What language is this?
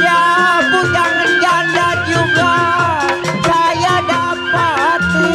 Betawi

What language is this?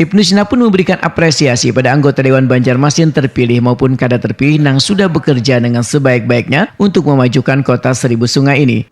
Banjar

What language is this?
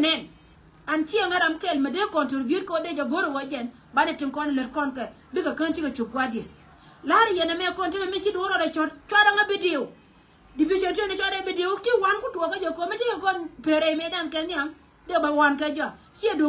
Nuer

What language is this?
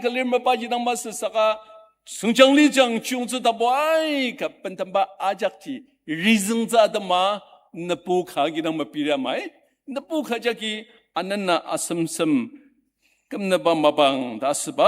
Ao Naga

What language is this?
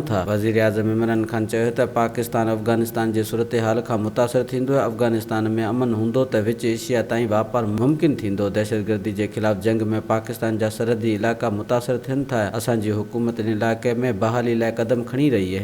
Sindhi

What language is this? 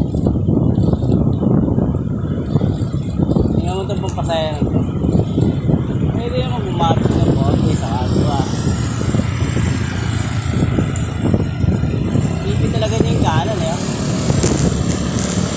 Filipino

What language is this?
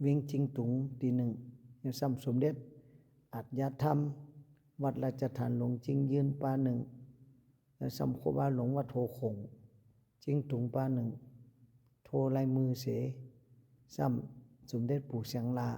Shan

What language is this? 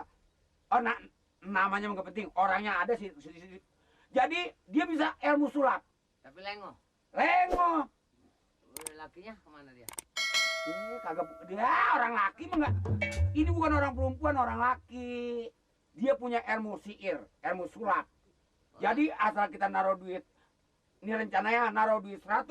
Betawi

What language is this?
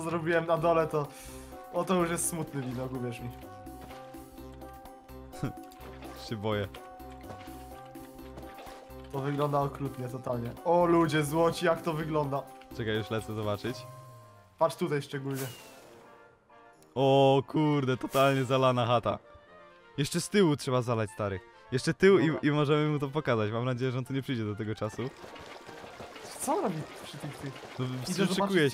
Polish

